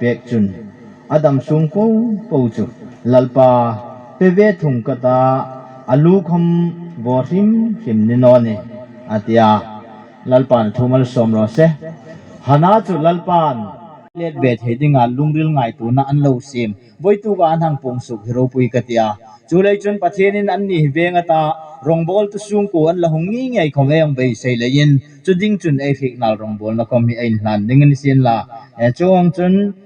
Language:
Hmar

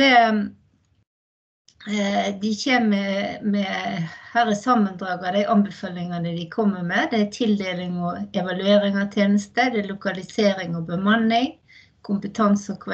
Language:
Norwegian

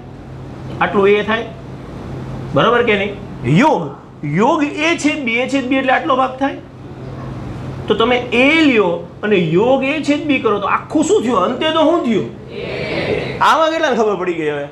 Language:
Gujarati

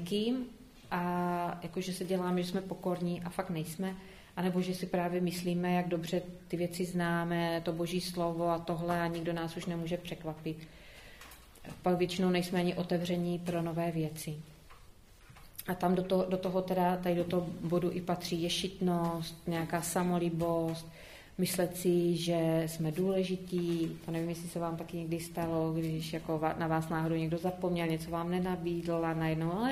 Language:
Czech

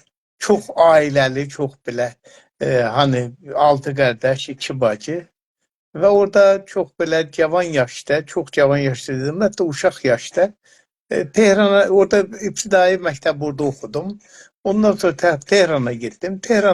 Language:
South Azerbaijani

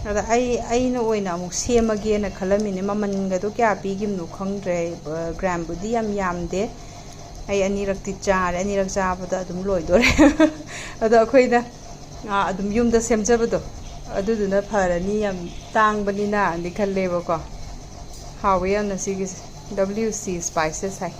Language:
Manipuri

